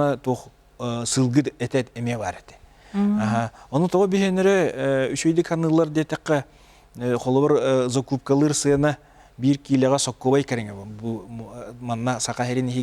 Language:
Yakut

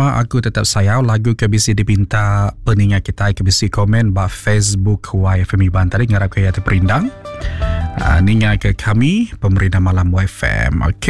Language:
Iban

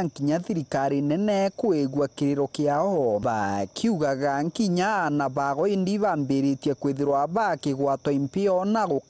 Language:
Meru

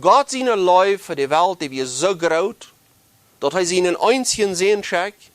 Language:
Plautdietsch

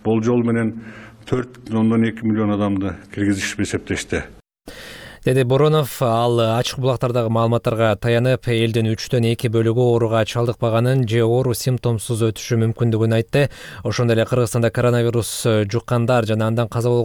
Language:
Kyrgyz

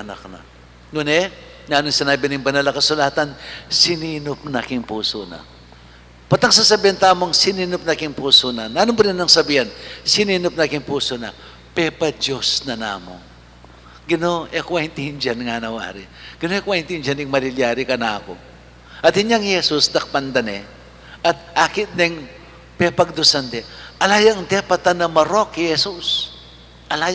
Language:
Pampanga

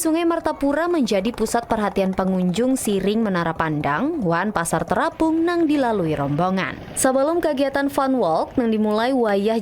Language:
Banjar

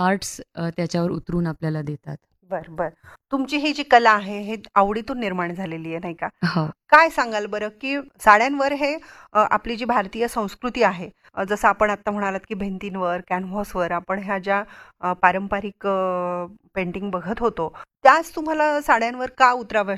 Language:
Marathi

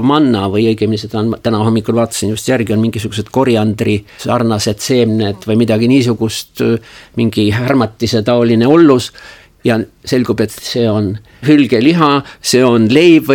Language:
Estonian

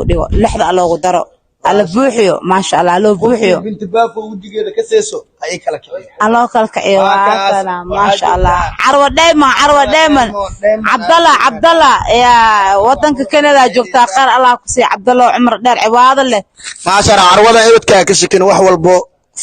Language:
Somali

